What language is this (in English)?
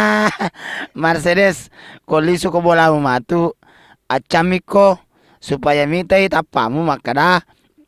Buginese